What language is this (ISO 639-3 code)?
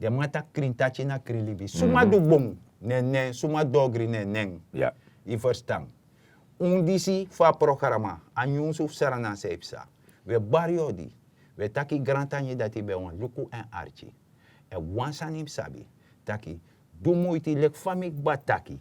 srn